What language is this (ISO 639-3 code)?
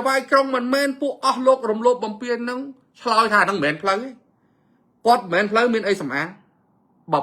khm